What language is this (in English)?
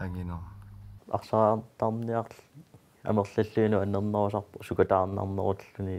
Kalaallisut